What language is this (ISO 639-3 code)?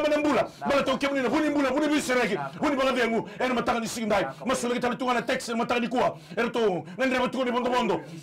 fij